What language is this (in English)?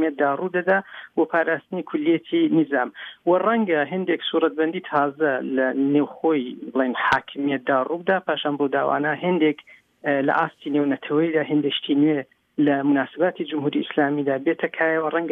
Central Kurdish